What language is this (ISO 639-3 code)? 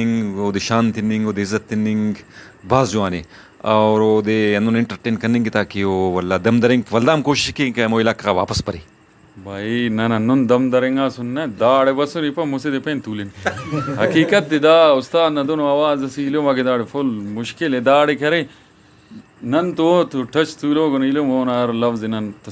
brh